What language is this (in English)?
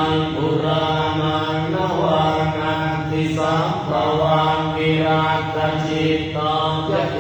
Pali